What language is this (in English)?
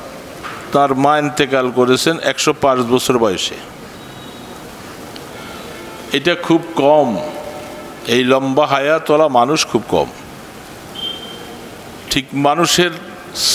Bangla